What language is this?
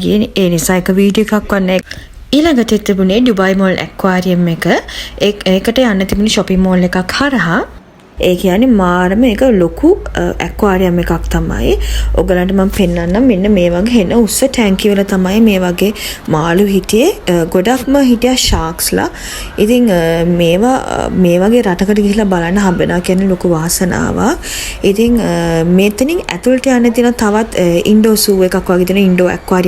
Sinhala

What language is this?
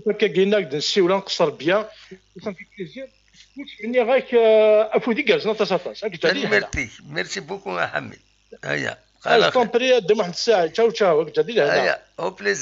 Kabyle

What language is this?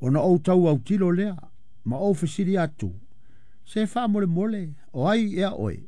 Samoan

